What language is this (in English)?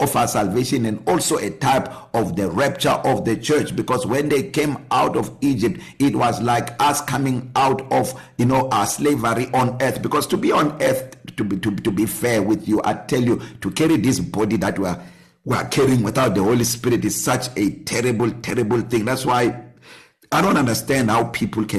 English